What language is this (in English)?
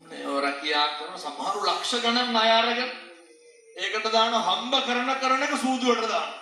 Sinhala